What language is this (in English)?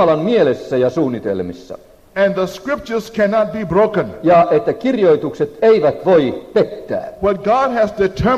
Finnish